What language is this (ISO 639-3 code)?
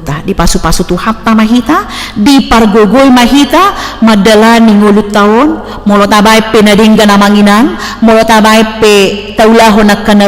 bbc